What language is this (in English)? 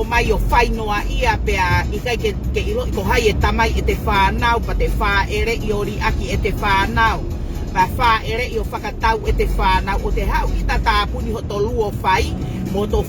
Tongan